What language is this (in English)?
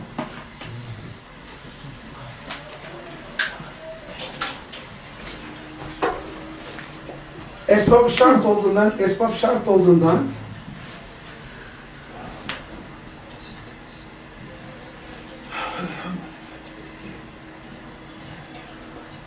Turkish